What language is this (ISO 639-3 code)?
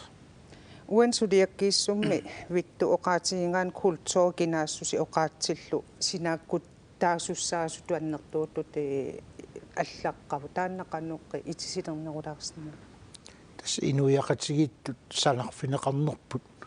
kal